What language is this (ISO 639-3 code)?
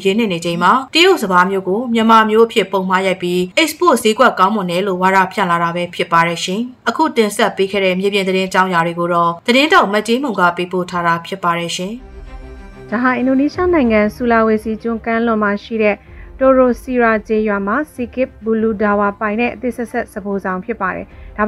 mya